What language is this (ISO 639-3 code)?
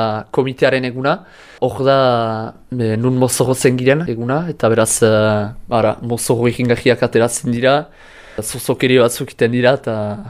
eus